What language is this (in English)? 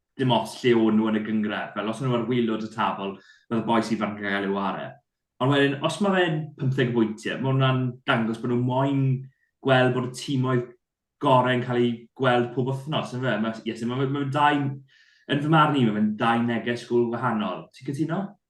Welsh